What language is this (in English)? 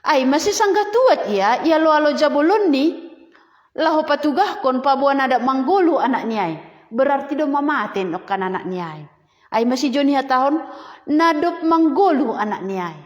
Batak Simalungun